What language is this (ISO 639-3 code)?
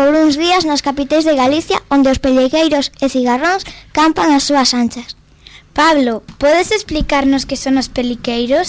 glg